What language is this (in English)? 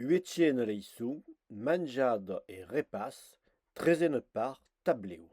Occitan